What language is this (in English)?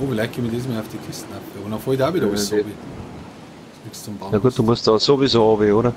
Bavarian